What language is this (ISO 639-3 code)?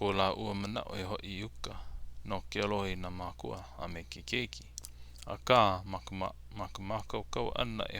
haw